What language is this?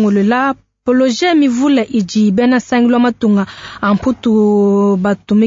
Luba-Lulua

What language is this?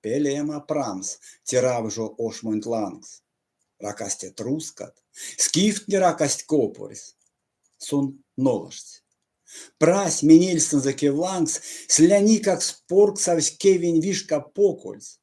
Erzya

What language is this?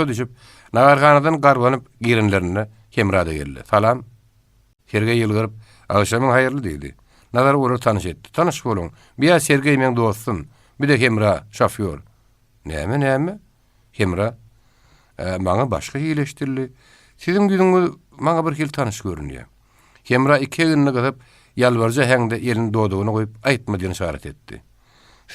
Turkmen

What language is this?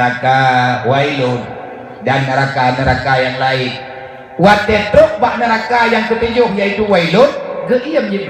Achinese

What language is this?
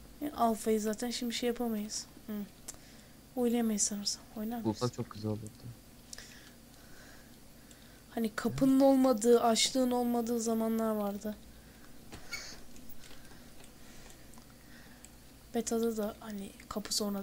Turkish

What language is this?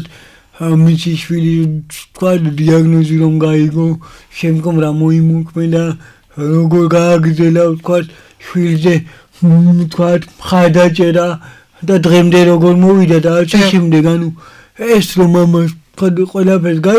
Georgian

